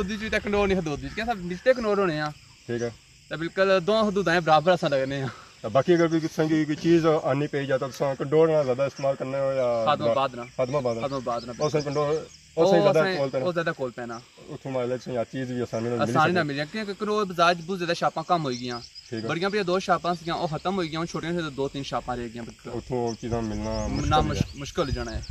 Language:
Pahari-Potwari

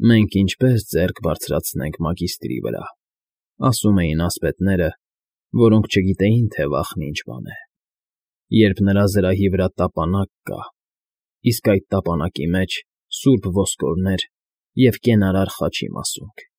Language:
Armenian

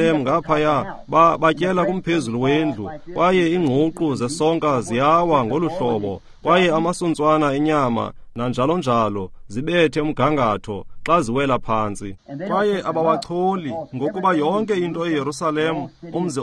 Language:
Xhosa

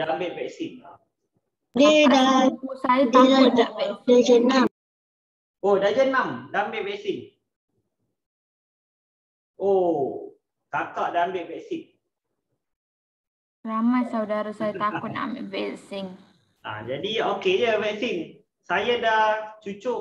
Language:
Malay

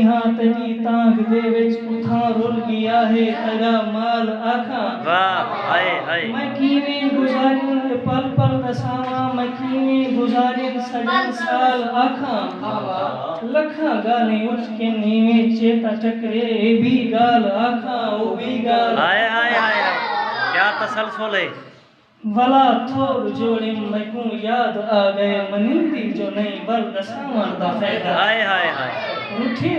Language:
Saraiki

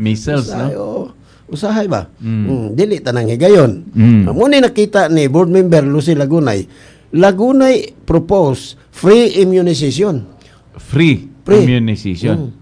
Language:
Cebuano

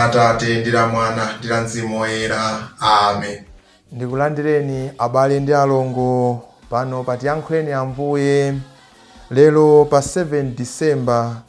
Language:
Nyanja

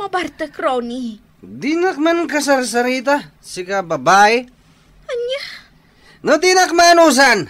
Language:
Iloko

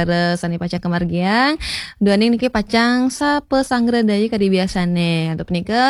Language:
Balinese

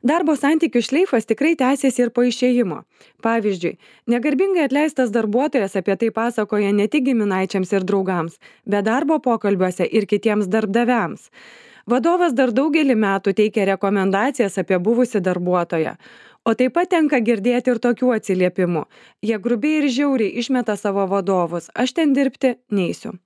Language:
Lithuanian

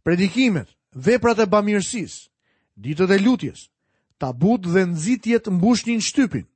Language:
Albanian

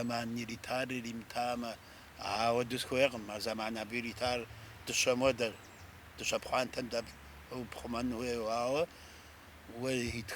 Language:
Kabardian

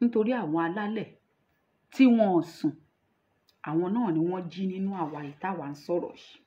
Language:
Yoruba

